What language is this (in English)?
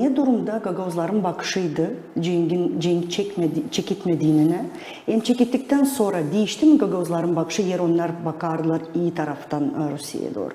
Gagauz